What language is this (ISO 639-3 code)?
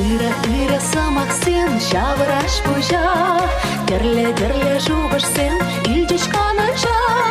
chv